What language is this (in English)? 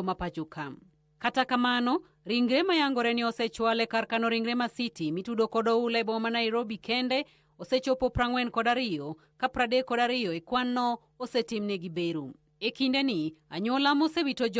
Luo (Kenya and Tanzania)